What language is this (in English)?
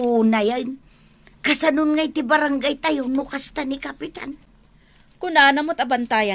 Iloko